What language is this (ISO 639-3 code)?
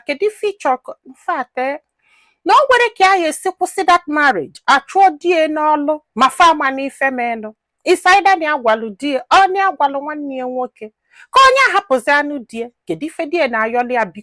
ibo